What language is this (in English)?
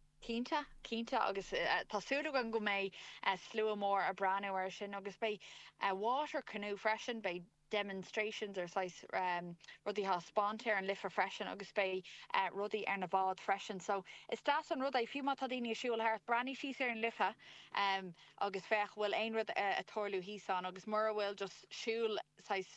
Irish